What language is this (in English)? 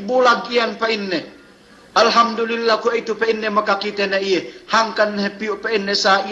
Yakan